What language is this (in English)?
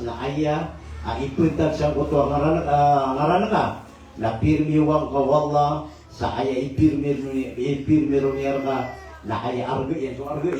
Maranao